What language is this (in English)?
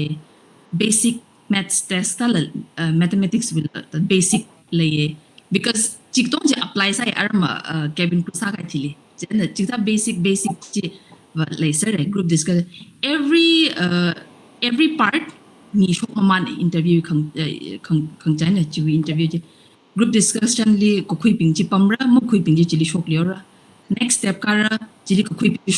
Tangkhul Naga (India)